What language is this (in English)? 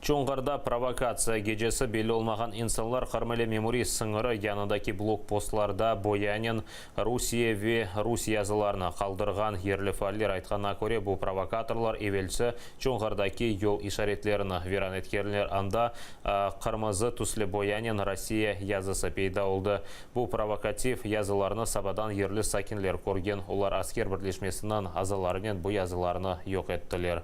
Crimean Tatar